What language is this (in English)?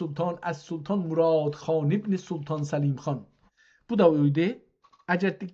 South Azerbaijani